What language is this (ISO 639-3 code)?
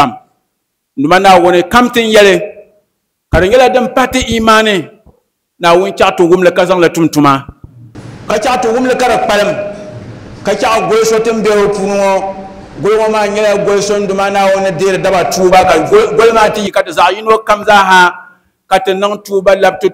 dag